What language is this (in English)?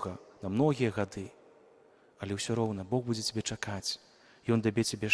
Belarusian